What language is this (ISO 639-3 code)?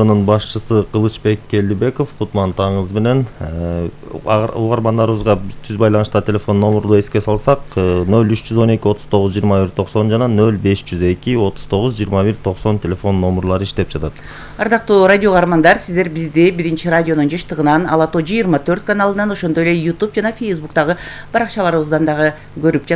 kir